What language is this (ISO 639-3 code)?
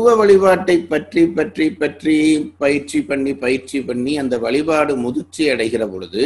tam